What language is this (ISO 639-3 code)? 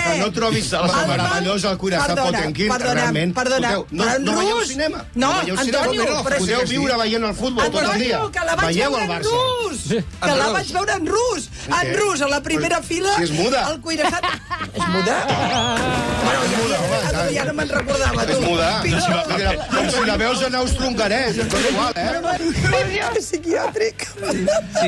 cat